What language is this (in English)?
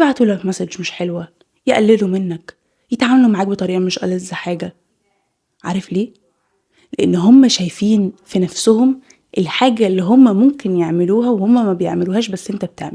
Egyptian Arabic